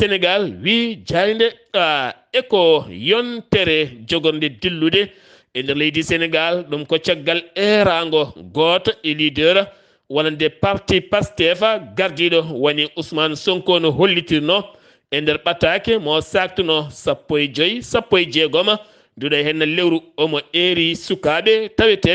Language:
Fula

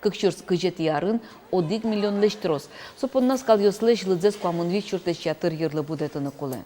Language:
Udmurt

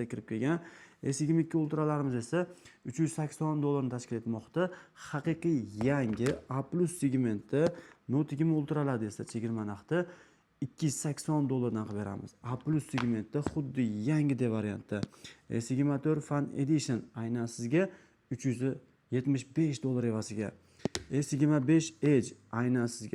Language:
Uzbek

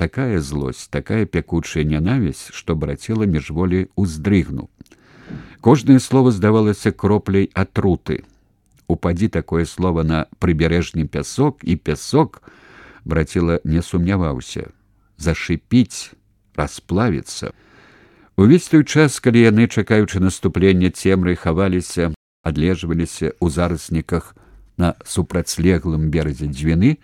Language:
Belarusian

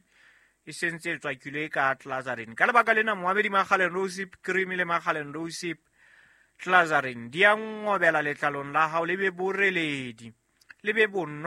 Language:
Southern Sotho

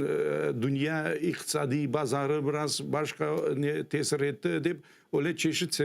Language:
Crimean Tatar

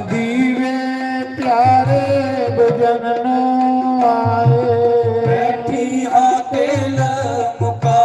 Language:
Dogri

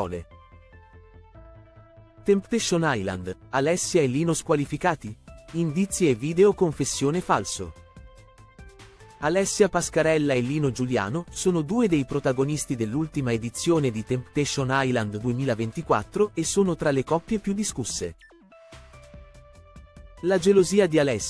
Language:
Italian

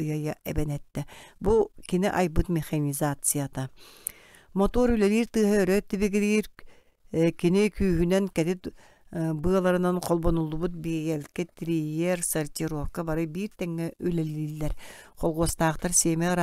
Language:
Yakut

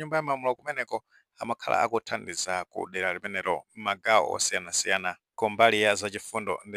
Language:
Nyanja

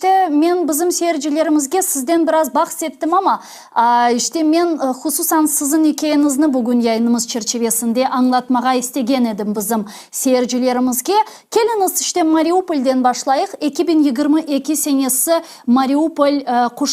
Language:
Crimean Tatar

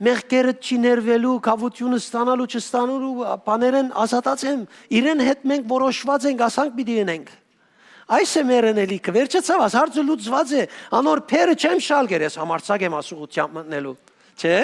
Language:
Western Armenian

